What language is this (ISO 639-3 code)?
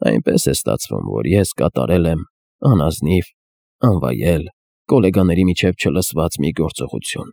hye